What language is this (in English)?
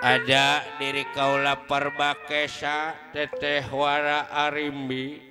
Betawi